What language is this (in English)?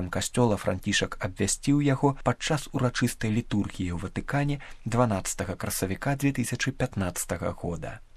Belarusian